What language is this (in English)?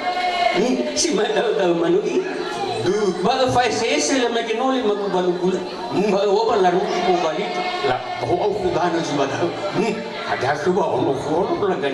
Nias